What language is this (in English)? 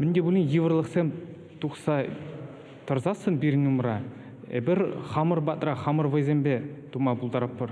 Chuvash